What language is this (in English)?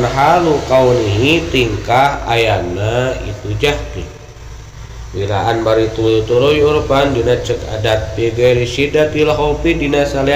Sundanese